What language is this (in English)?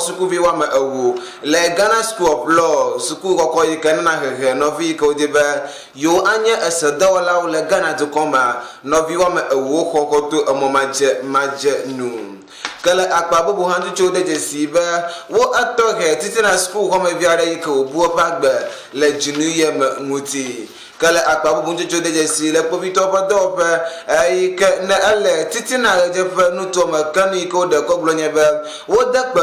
Ewe